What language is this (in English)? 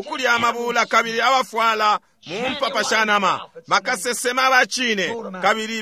Bemba